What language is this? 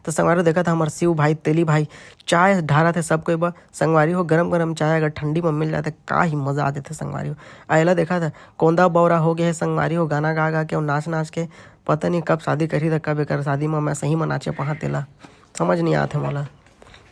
Chhattisgarhi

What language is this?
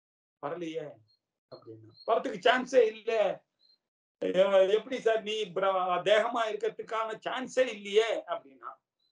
Tamil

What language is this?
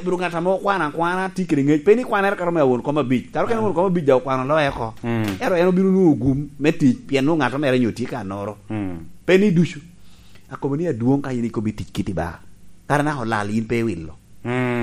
Lango (Uganda)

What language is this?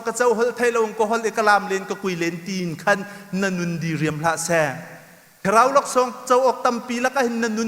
Hakha Chin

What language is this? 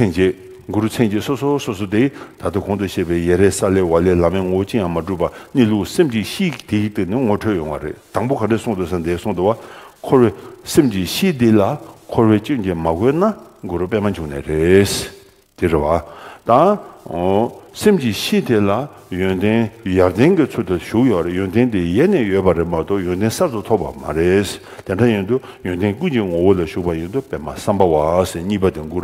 Tibetan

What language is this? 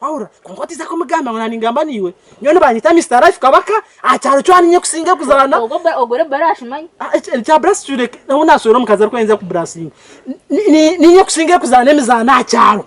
Nyankole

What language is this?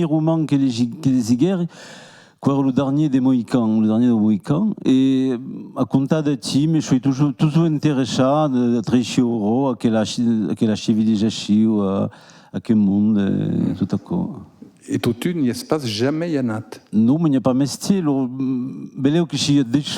Occitan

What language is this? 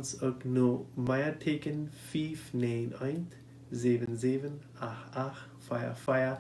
Plautdietsch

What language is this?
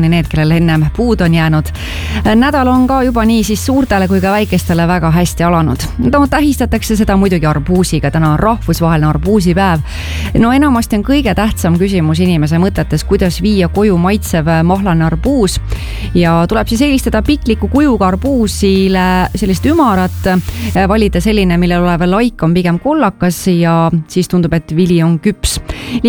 Estonian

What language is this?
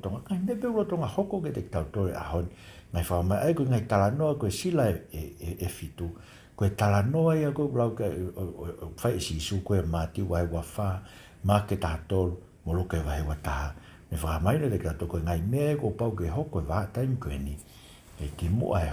Tongan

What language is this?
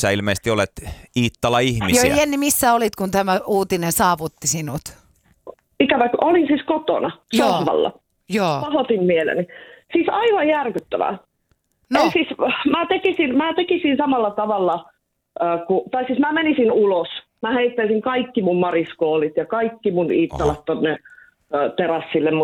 Finnish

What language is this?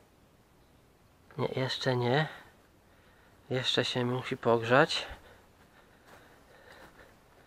Polish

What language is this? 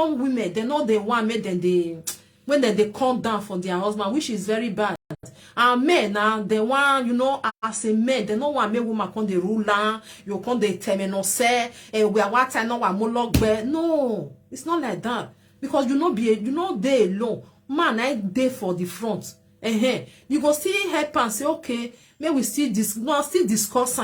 Nigerian Pidgin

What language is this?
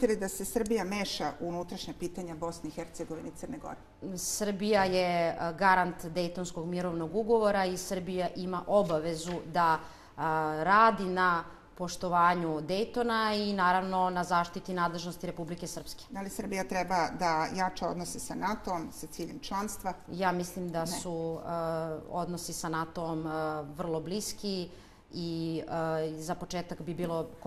Serbian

